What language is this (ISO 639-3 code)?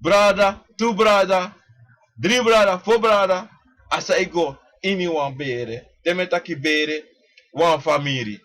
srn